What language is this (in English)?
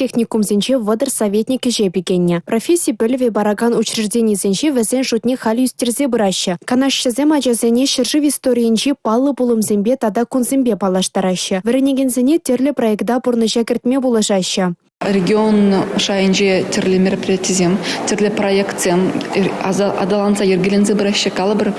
Chuvash